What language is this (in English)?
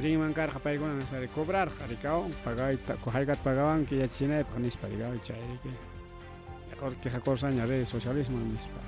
Ayacucho Quechua